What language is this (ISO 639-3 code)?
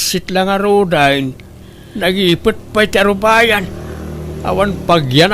ilo